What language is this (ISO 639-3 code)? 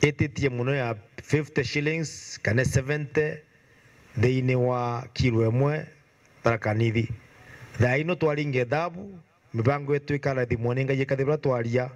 mer